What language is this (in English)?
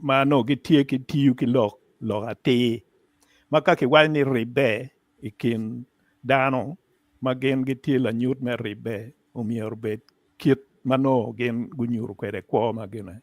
Acoli